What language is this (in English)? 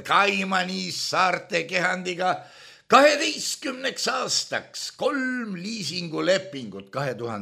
Estonian